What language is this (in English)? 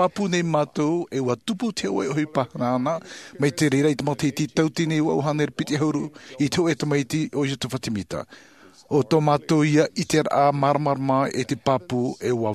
Tahitian